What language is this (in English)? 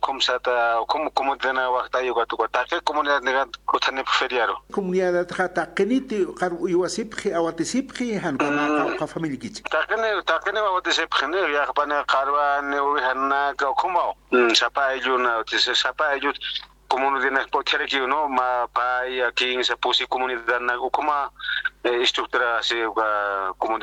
Aymara